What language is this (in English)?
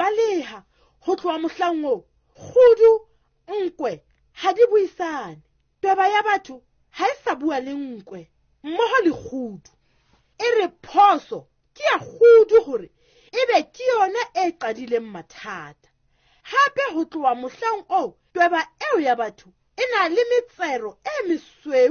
Southern Sotho